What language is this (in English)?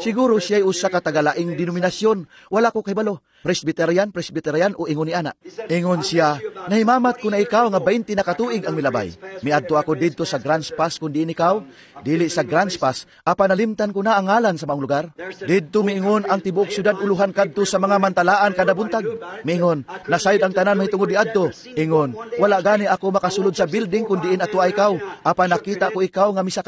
Cebuano